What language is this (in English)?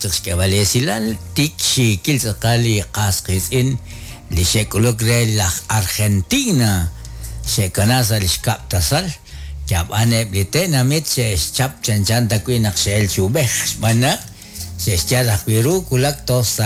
Kekchí